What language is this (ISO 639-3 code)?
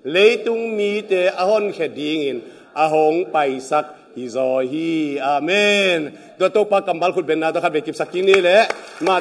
ctd